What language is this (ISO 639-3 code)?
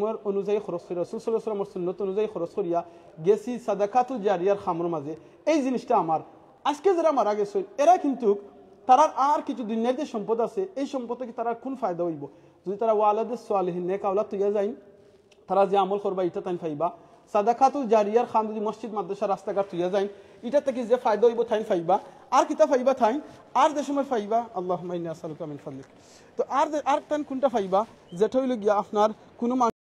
syl